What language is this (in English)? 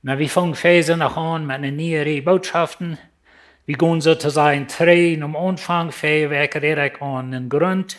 Plautdietsch